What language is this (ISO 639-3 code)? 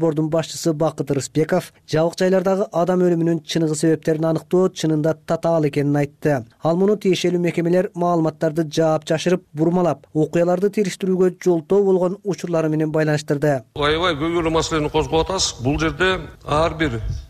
kir